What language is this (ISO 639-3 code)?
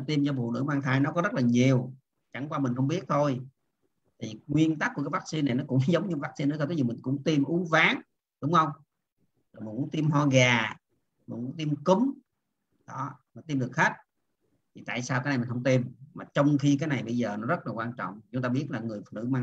vie